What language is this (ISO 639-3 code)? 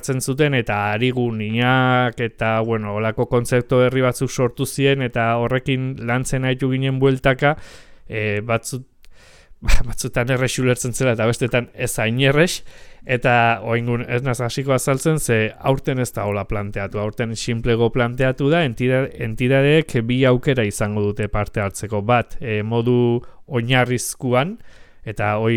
eus